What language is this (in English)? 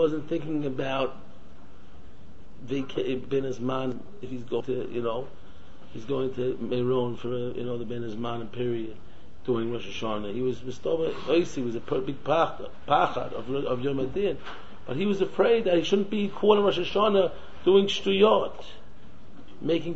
English